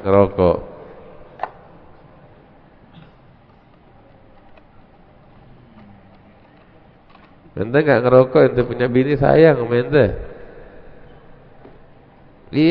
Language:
Indonesian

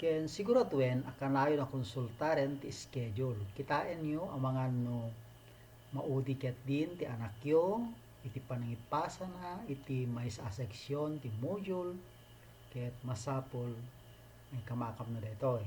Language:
Iloko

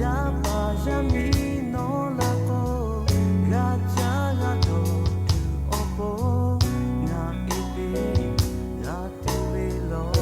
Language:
Lahu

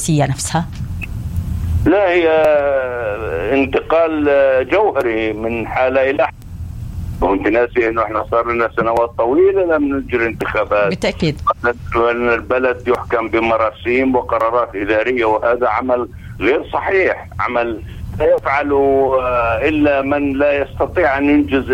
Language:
Arabic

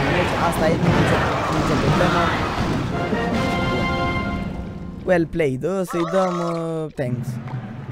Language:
Romanian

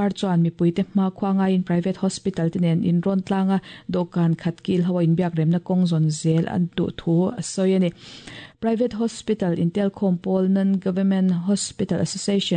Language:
Mizo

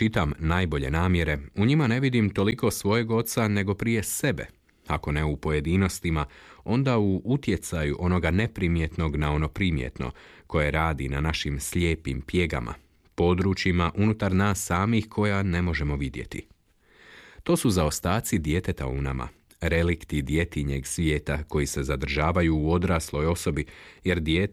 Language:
Croatian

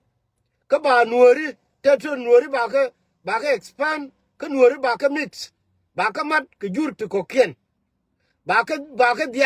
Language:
Nuer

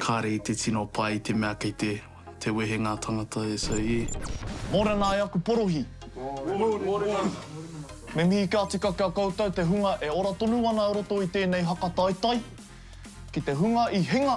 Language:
Māori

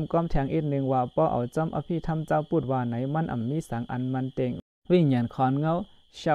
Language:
Shan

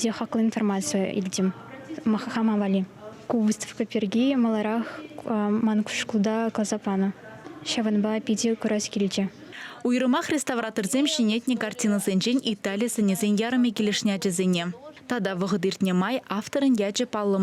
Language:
Chuvash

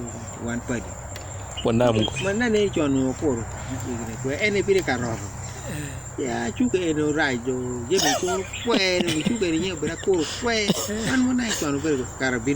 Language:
Acoli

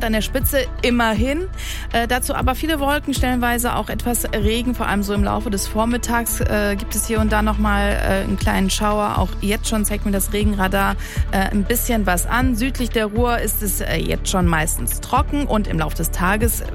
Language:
German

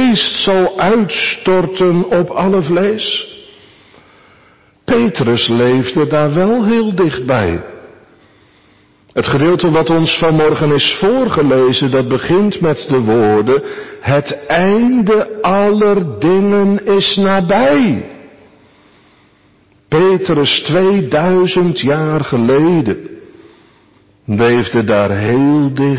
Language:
Dutch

